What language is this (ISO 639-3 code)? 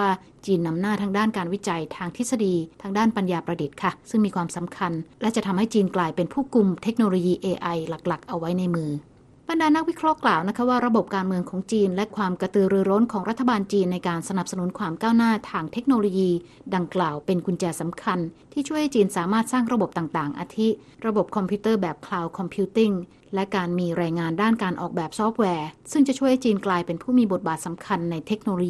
tha